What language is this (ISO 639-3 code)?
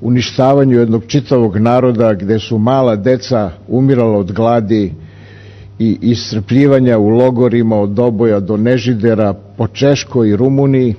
srp